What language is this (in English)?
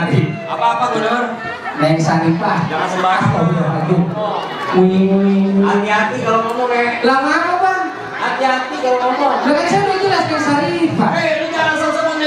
Betawi